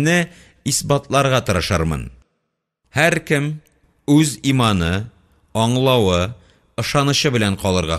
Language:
Tatar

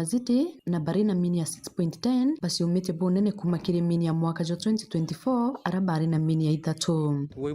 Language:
Meru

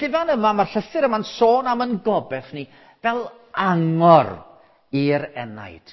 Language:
Welsh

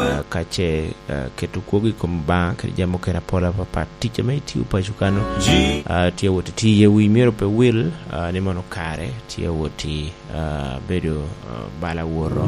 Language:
Lango (Uganda)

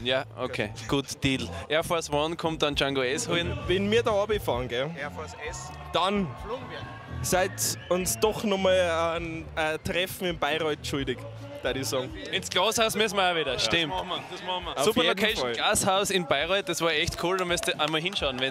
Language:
Bavarian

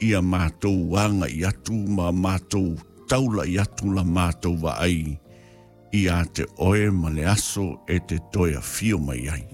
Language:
Samoan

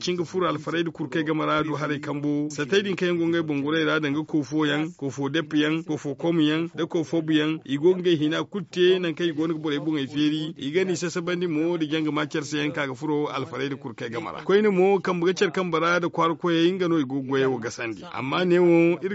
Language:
Zarma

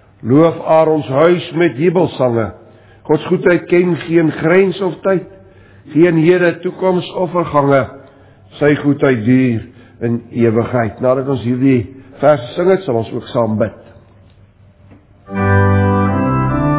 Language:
Afrikaans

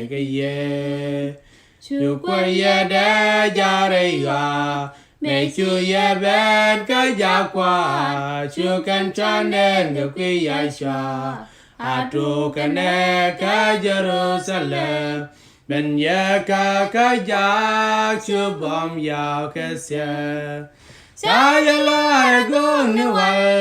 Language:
Nuer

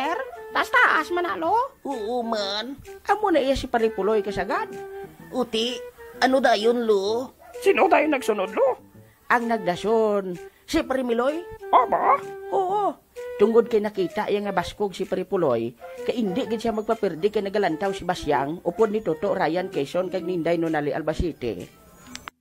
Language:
Hiligaynon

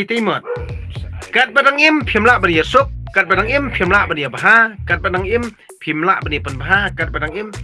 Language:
Khasi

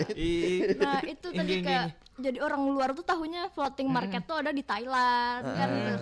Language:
Banjar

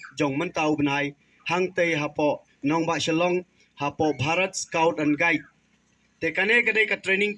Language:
Khasi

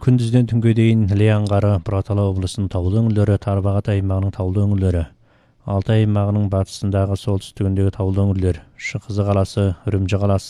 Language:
Kazakh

